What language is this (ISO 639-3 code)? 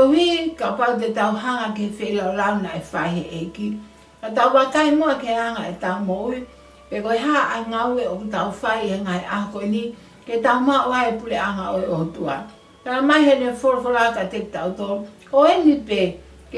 ton